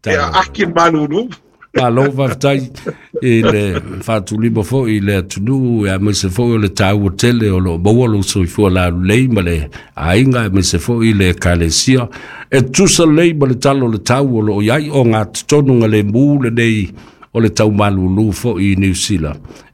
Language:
Samoan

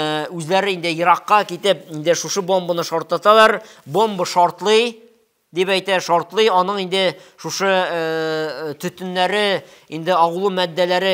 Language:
Tatar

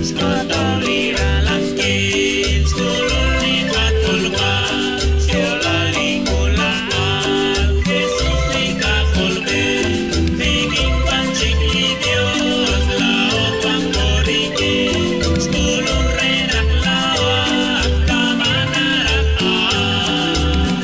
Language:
Kekchí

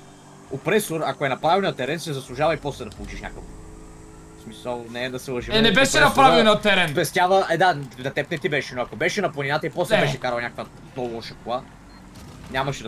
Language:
Bulgarian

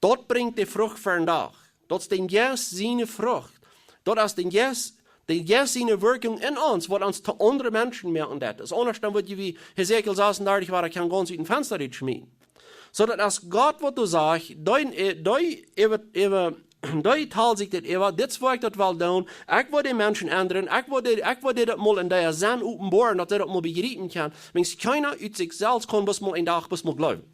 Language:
Plautdietsch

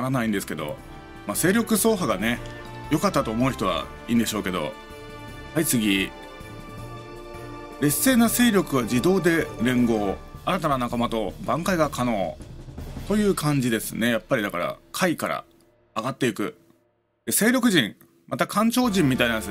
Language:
Japanese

